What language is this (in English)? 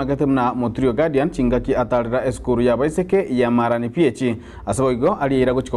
Gusii